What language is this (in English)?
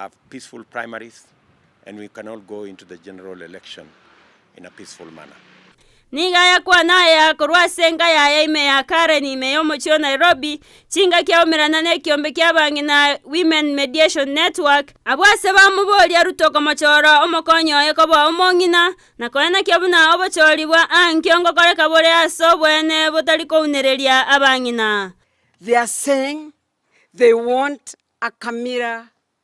Gusii